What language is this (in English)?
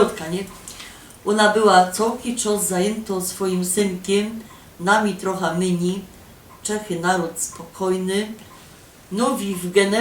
Silesian